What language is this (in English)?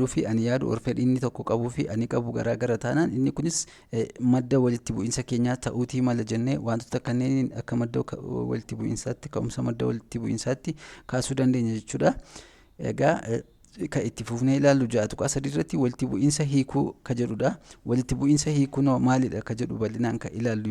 Oromo